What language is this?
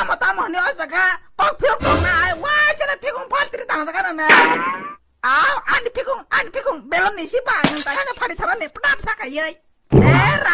Kok Borok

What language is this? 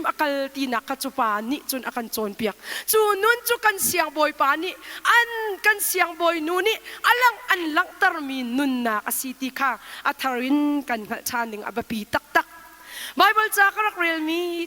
Hakha Chin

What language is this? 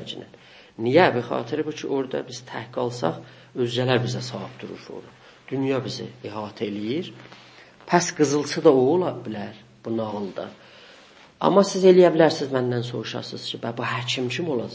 South Azerbaijani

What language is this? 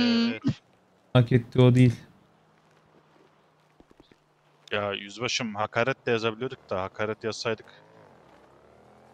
Turkish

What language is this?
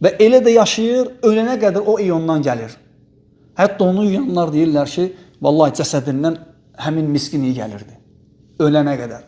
Azerbaijani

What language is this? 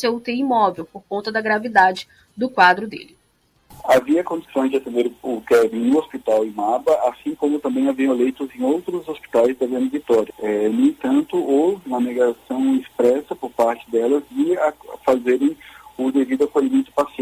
Portuguese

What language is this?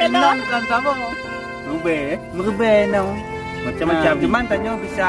Achinese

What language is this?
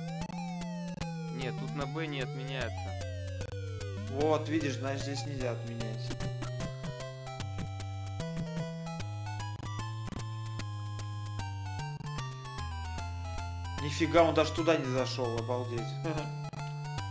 Russian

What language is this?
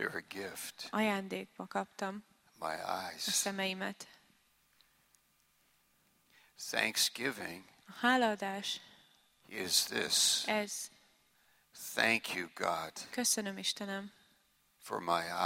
Hungarian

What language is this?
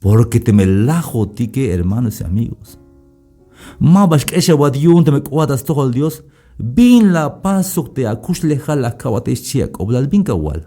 Tzeltal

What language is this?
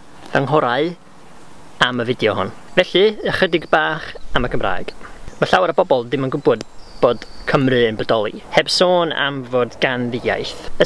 Welsh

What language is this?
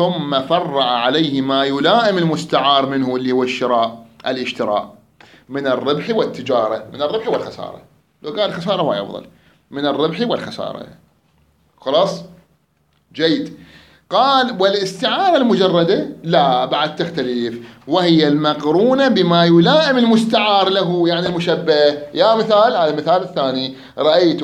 Mesopotamian Arabic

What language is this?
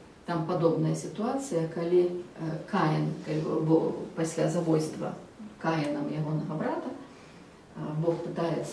Belarusian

